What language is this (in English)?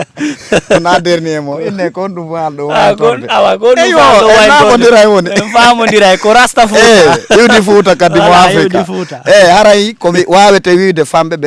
Fula